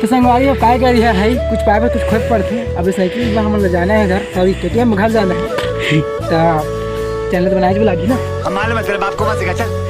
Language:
Chhattisgarhi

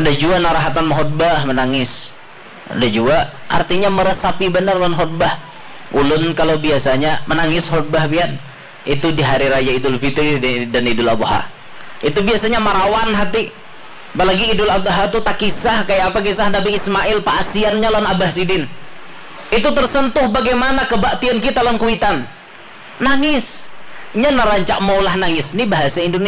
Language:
Banjar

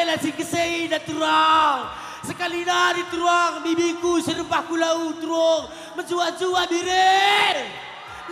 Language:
Batak Karo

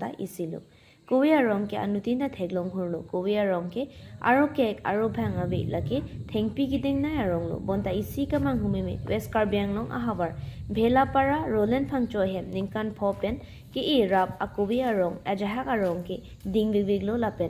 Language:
Karbi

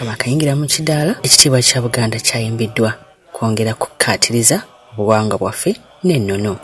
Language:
Ganda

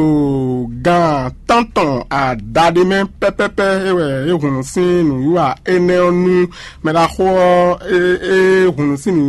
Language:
Fon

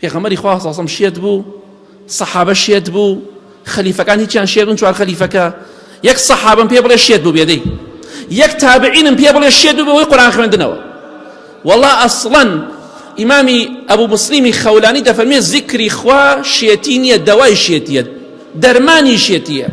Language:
Central Kurdish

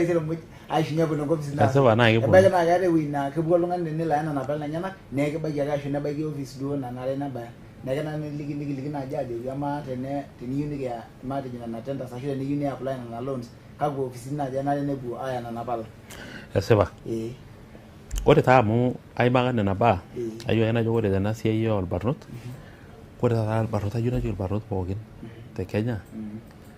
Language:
Masai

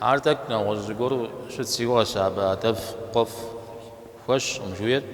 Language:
Kabardian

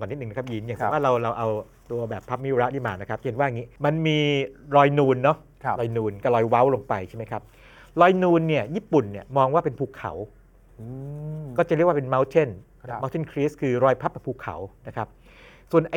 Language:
Thai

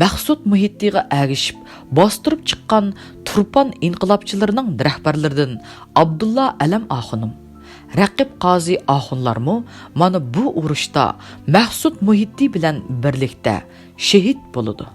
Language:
Uyghur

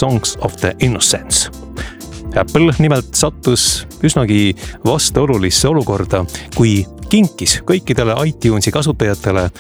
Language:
Estonian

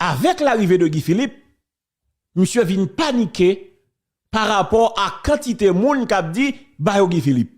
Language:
Haitian Creole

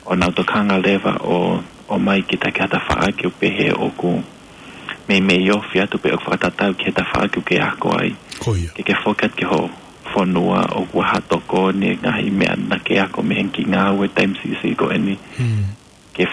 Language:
Tongan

